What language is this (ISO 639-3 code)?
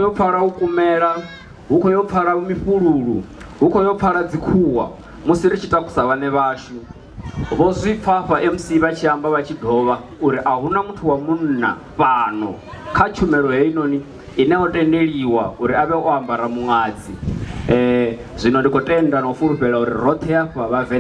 ven